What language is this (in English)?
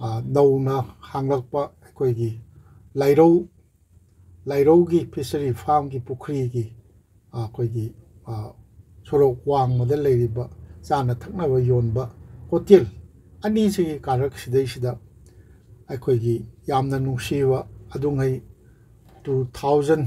Manipuri